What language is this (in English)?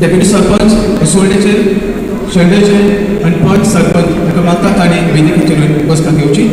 Konkani